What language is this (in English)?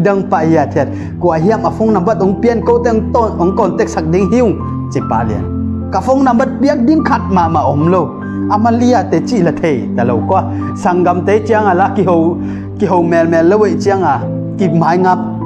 Tedim Chin